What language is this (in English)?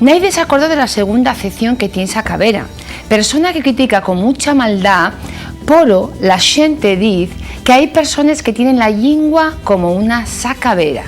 Asturian